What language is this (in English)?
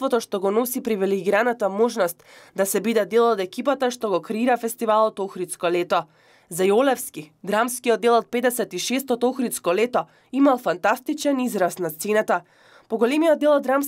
Macedonian